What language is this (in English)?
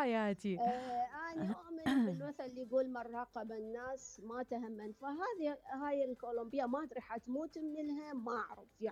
Mesopotamian Arabic